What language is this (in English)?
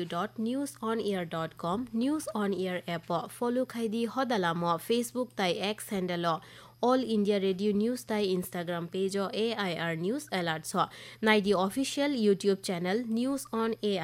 Kok Borok